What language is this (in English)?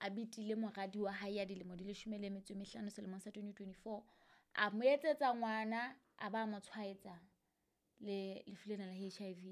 Southern Sotho